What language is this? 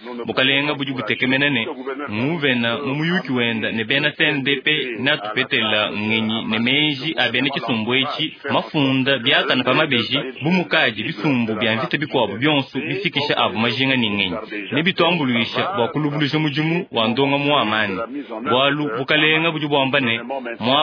Luba-Lulua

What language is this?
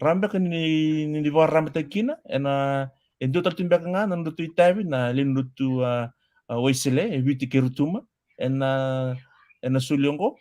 Fijian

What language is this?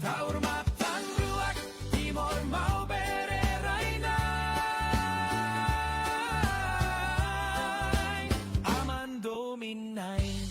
Tetum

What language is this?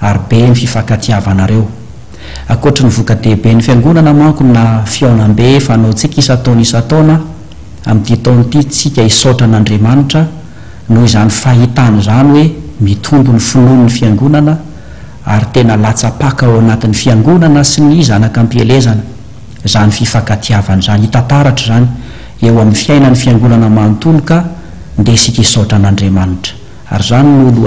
Malagasy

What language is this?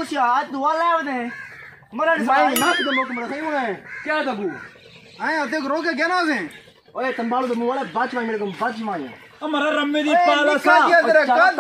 Saraiki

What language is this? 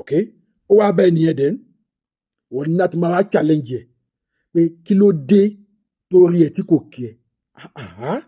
Yoruba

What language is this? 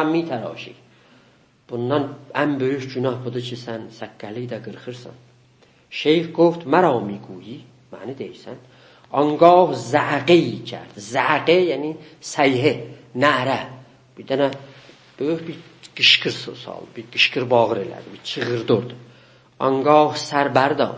South Azerbaijani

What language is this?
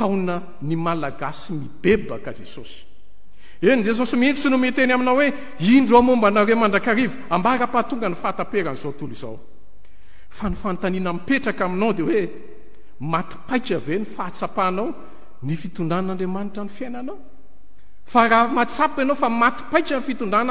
Malagasy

